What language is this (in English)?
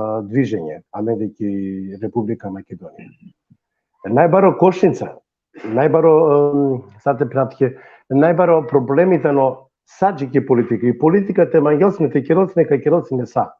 Balkan Romani